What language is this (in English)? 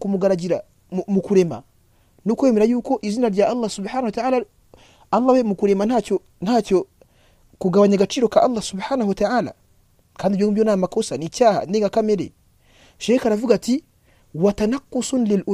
Kinyarwanda